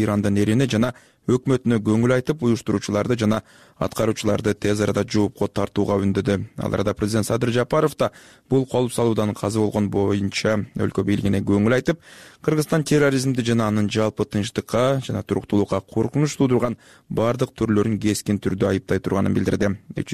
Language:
Kyrgyz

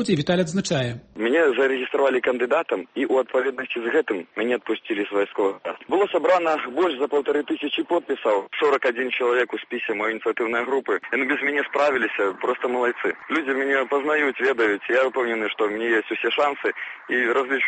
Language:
Belarusian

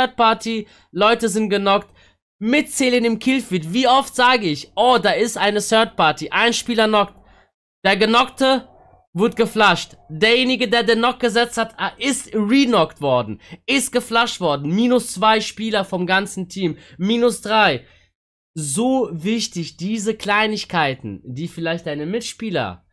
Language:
German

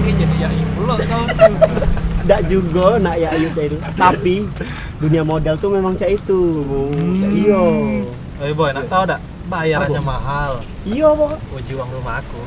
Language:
Musi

